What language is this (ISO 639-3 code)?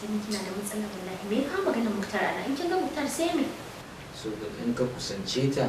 hau